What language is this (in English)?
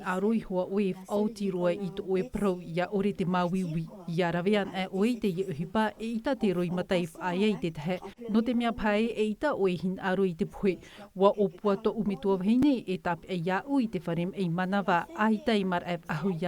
Tahitian